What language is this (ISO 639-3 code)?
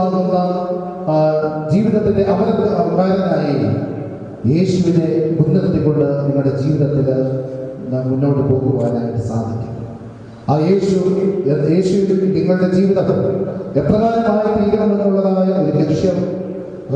mal